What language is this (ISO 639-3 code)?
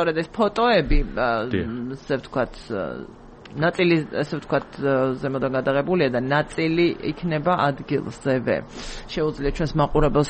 kat